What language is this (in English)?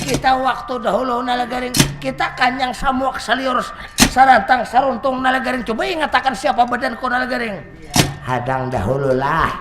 Banjar